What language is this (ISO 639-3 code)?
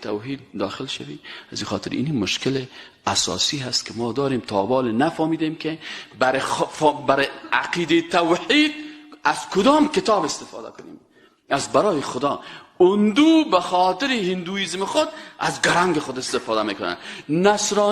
fas